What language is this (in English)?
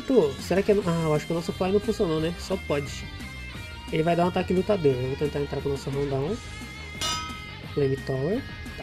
Portuguese